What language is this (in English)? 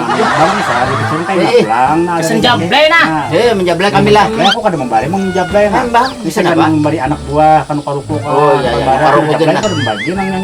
Banjar